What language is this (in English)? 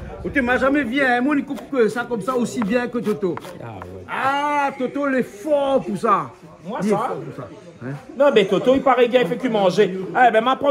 Réunion Creole French